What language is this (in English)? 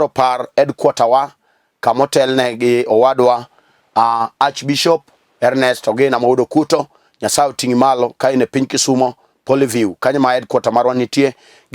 Luo (Kenya and Tanzania)